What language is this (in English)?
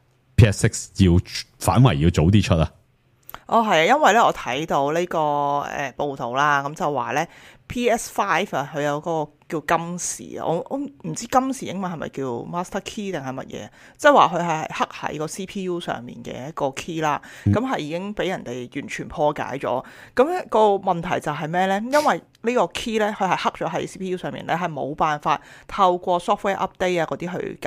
Cantonese